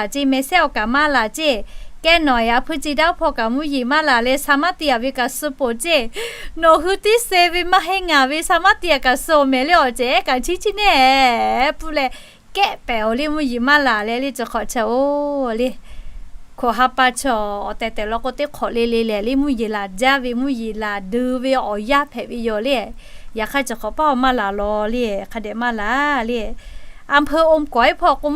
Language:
Lahu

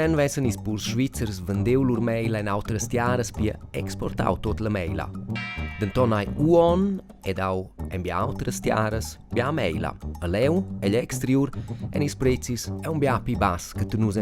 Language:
Romansh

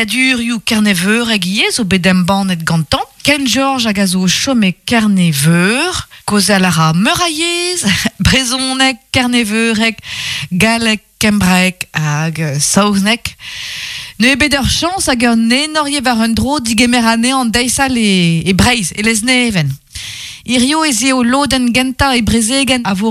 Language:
Breton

